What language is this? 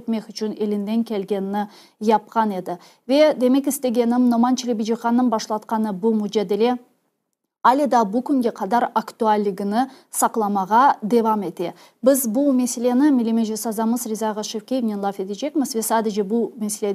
Crimean Tatar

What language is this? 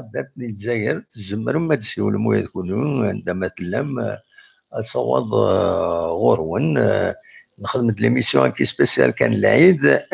Kabyle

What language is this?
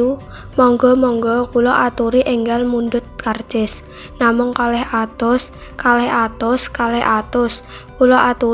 Javanese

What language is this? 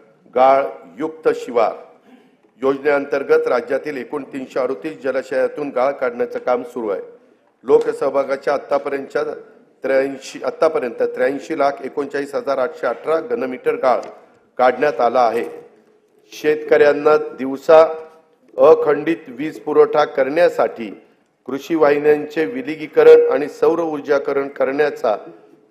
Marathi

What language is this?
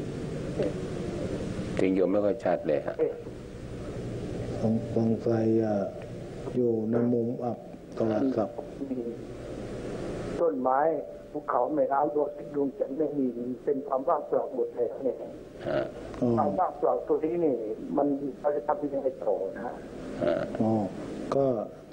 Thai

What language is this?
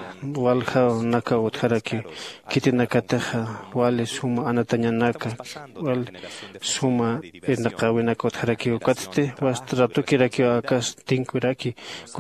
Aymara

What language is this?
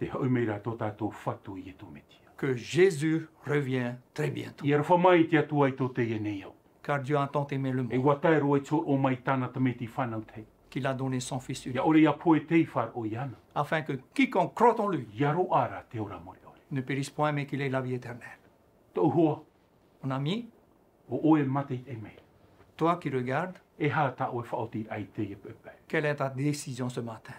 Tahitian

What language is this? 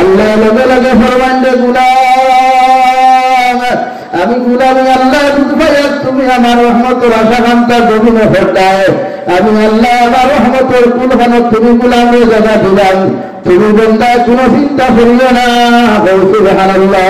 Sylheti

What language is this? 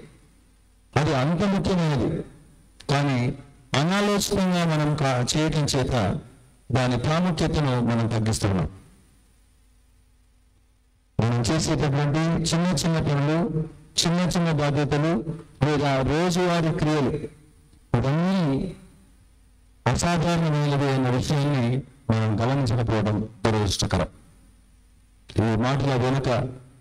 Telugu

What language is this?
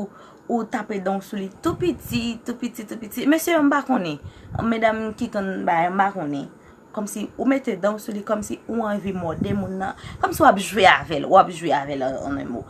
Haitian Creole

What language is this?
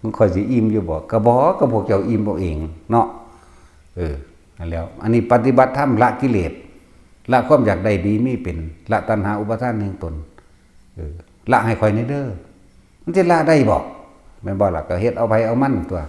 Northeastern Thai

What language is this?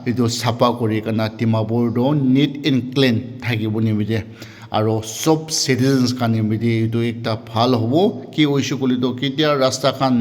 Naga Pidgin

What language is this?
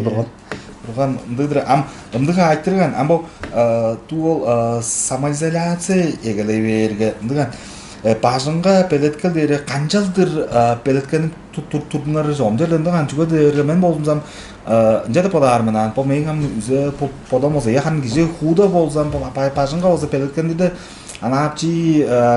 Tuvinian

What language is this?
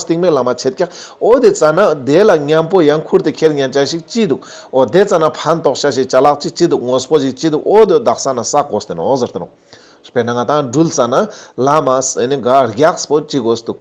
Ladakhi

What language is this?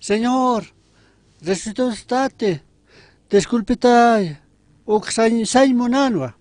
Aymara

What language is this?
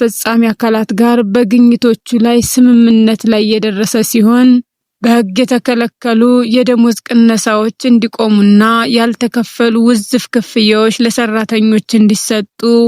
Amharic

